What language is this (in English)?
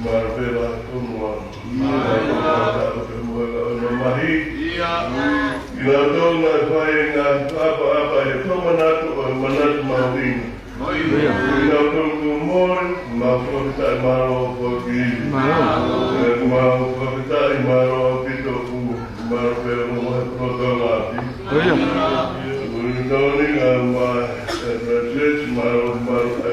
Tongan